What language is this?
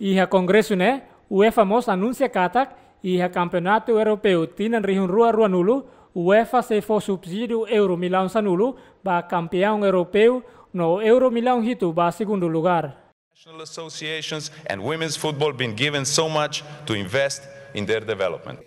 Tetum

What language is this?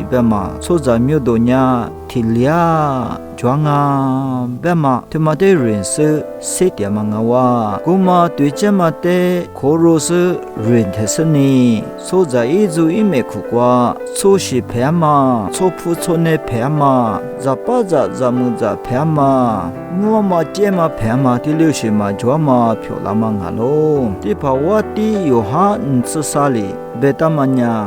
Lisu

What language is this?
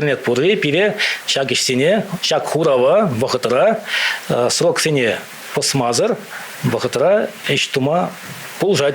Chuvash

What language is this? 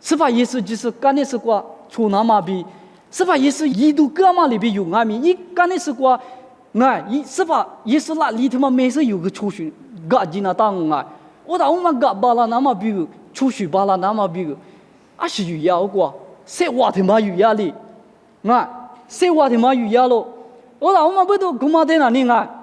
Lisu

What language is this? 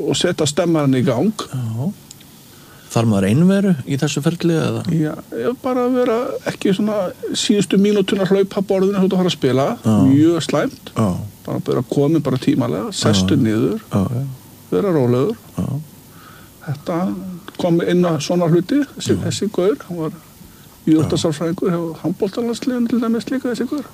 Icelandic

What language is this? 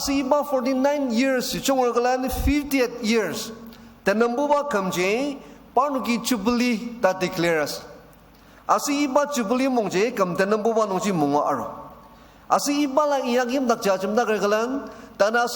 Ao Naga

